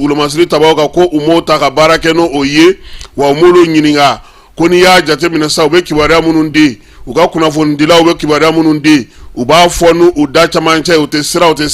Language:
Bambara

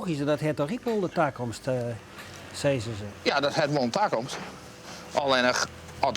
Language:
Western Frisian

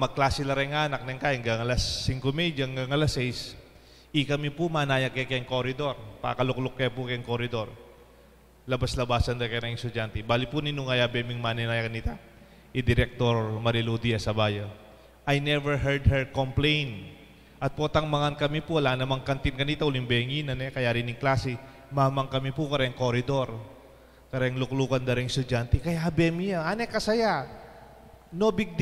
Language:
Pampanga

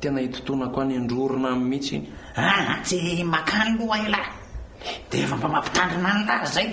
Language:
Malagasy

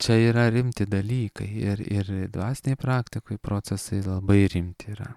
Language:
Lithuanian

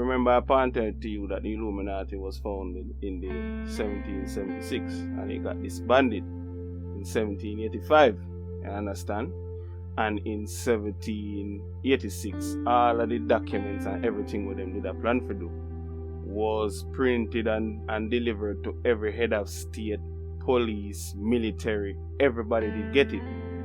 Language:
Jamaican Creole English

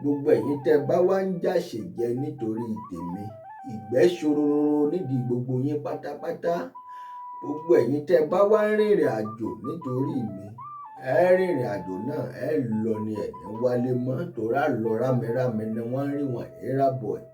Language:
Yoruba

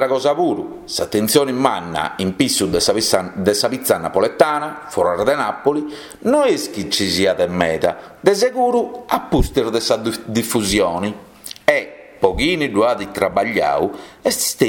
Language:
Sardinian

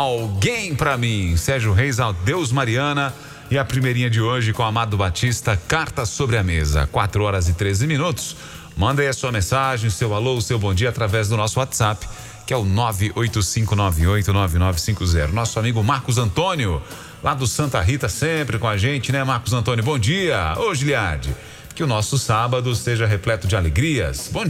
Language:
Portuguese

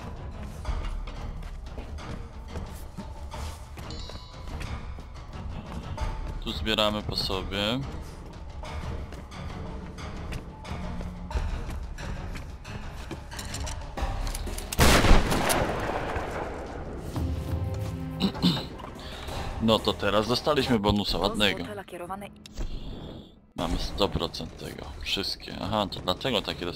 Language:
Polish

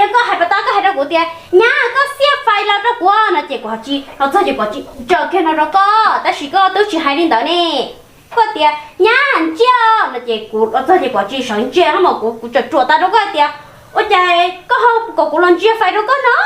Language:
Hmong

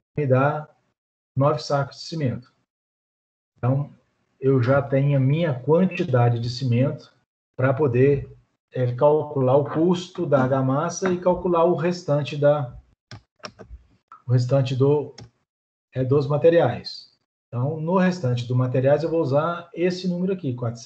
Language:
Portuguese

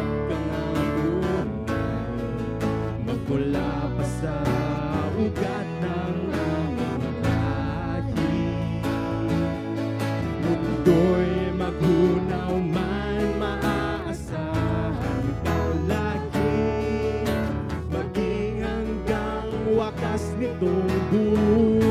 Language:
Filipino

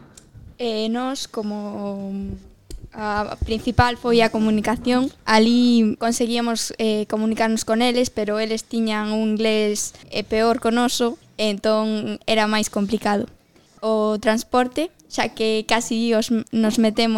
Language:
Galician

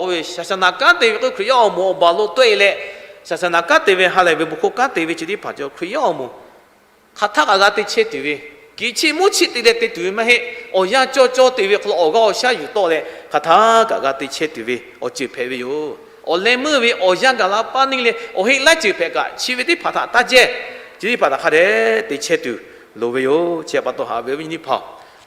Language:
Lahu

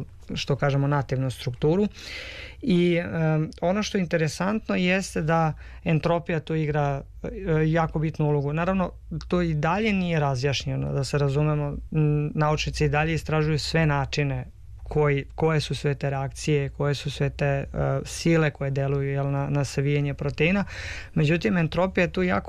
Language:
Serbian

